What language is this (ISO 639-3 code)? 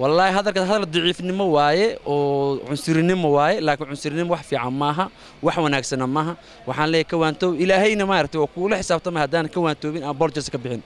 som